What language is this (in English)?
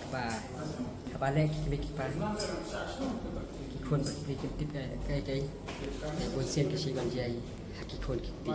Khasi